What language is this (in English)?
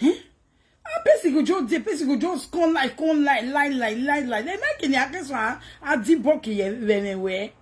Nigerian Pidgin